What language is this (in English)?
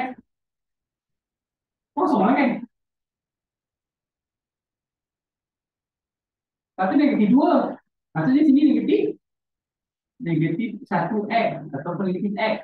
Malay